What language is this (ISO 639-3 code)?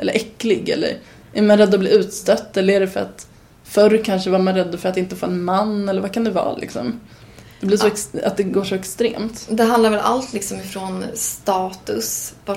swe